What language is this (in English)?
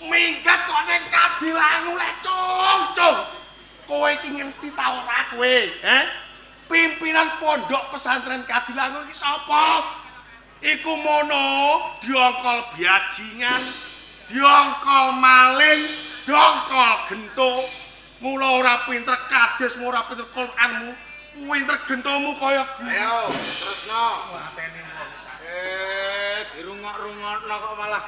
Javanese